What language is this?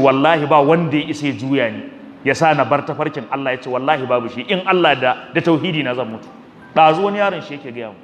Hausa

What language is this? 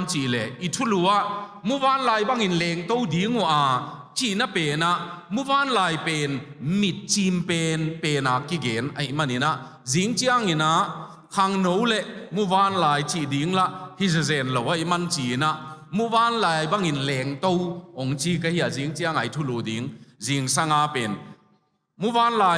Tedim Chin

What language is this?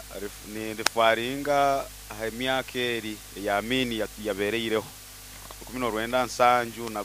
Nyoro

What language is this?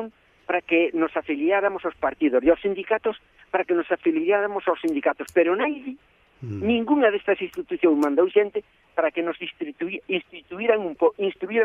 Galician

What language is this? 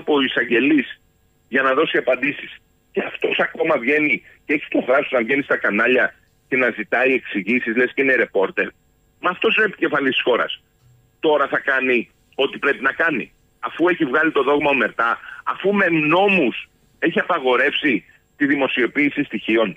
Greek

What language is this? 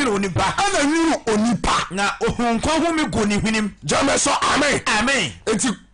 Akan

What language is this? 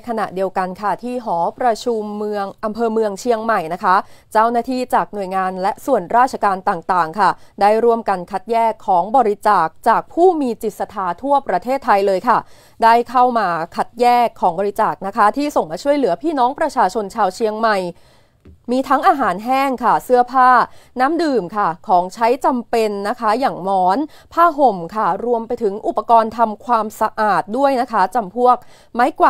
Thai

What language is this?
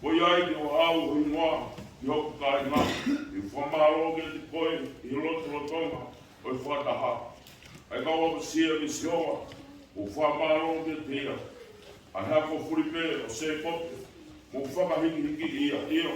Tongan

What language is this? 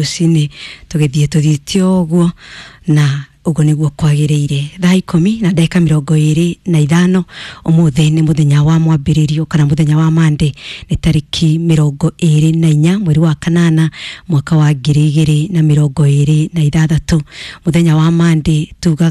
Kikuyu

